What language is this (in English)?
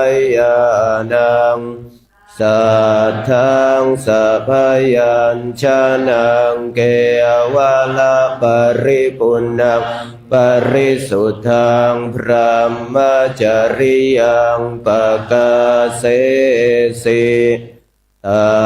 Pali